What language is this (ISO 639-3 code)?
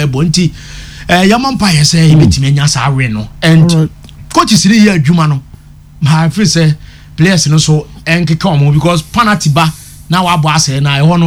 aka